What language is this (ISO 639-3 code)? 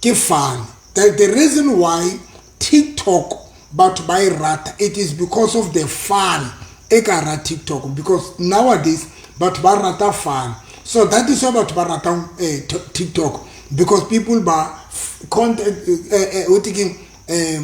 sot